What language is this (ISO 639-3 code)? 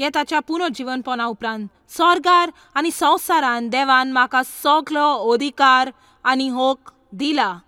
kok